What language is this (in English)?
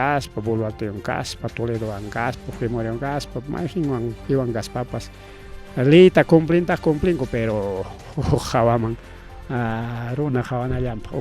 Ayacucho Quechua